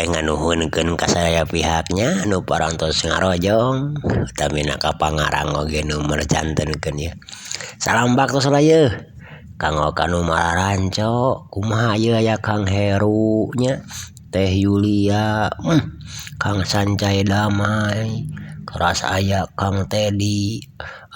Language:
Sundanese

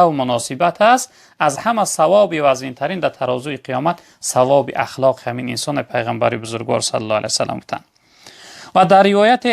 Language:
Tajik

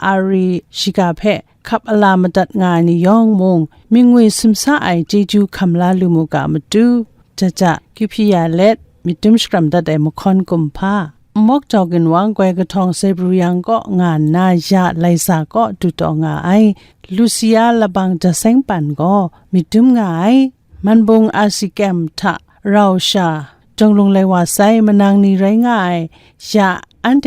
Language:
Kachin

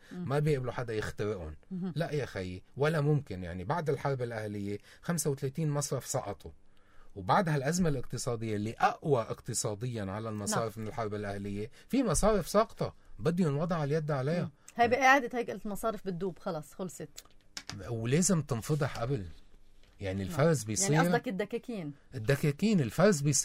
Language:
North Levantine Arabic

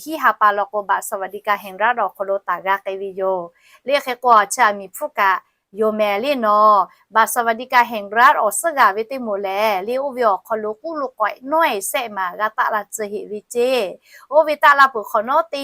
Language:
Lahu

